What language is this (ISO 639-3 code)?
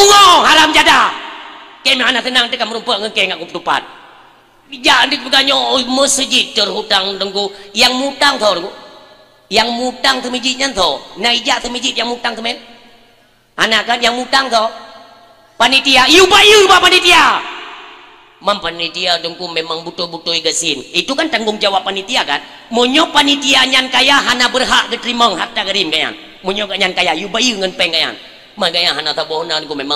ace